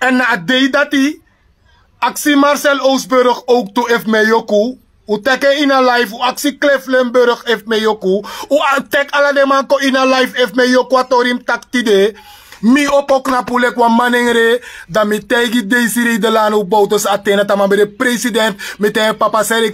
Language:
Sranan Tongo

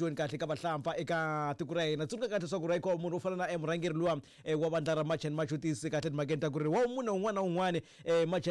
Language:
Tsonga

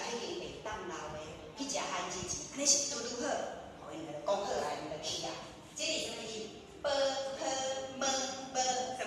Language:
Min Nan Chinese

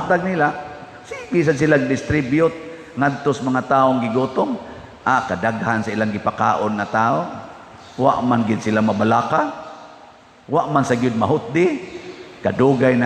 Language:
Cebuano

